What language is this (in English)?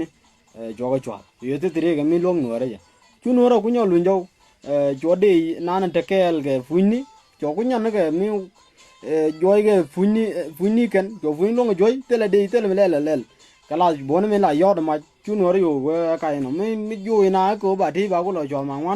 Nuer